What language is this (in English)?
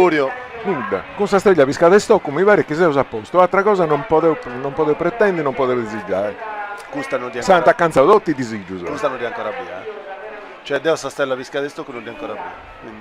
Sardinian